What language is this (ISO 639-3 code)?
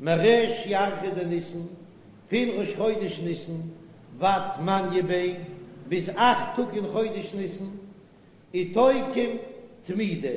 yid